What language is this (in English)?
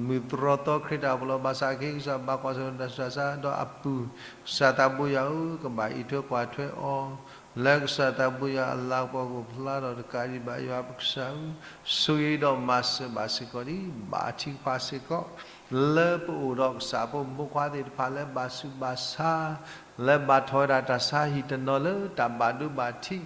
S'gaw Karen